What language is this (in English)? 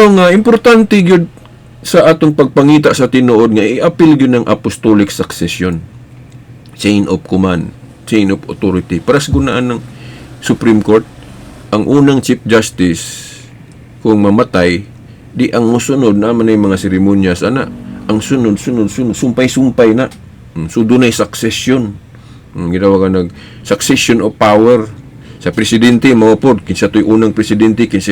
Cebuano